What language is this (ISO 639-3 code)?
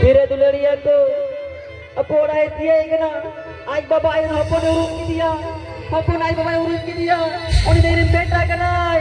sat